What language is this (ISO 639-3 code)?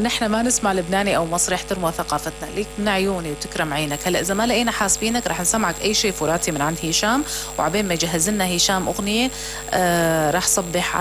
apc